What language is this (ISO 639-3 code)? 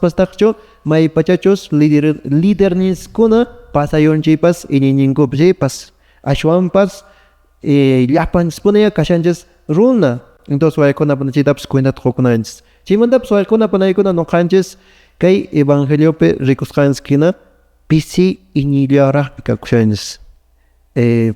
que